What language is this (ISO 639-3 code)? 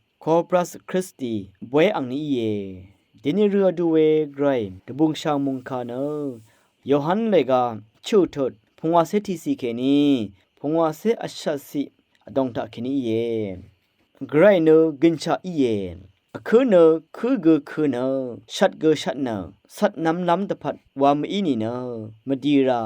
raw